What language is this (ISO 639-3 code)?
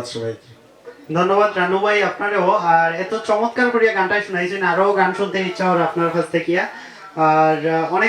syl